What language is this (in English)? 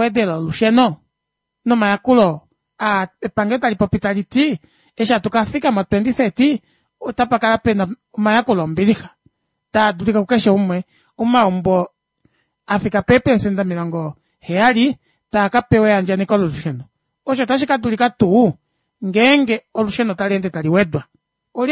Kuanyama